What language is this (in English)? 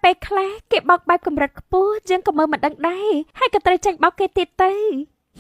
Khmer